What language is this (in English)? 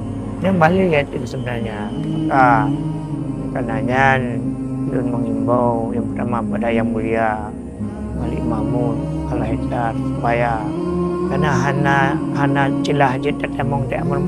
Achinese